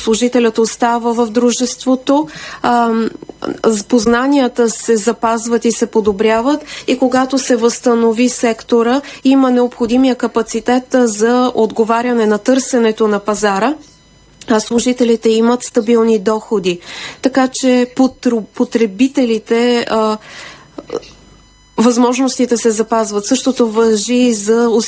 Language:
Bulgarian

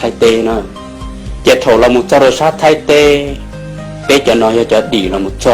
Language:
Hmong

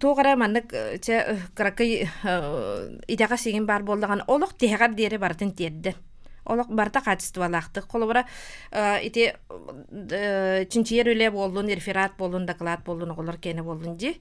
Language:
Yakut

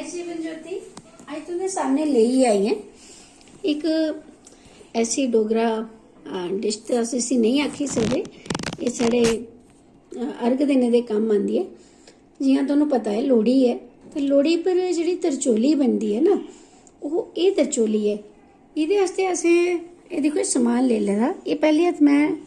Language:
Dogri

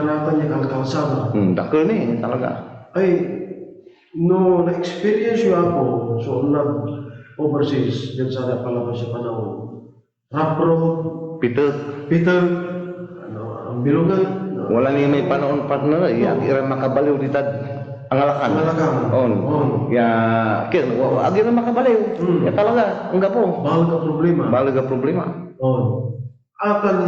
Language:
Pangasinan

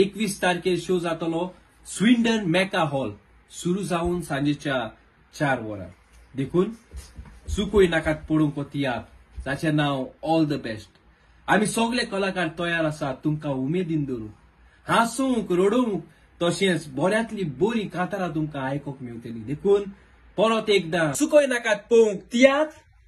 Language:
Konkani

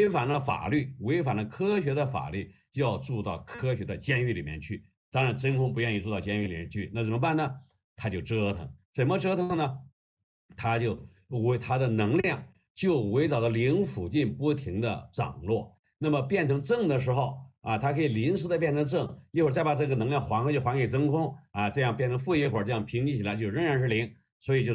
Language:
Chinese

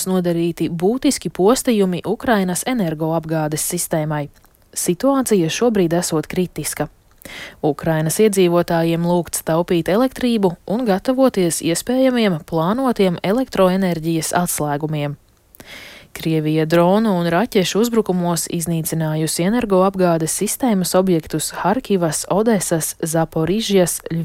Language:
Latvian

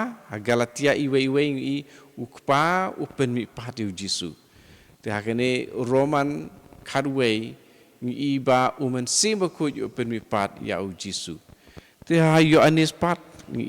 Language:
Khasi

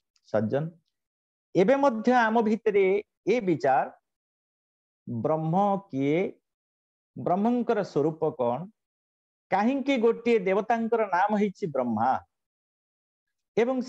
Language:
Odia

